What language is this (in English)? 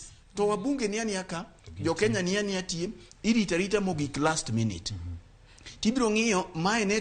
Luo (Kenya and Tanzania)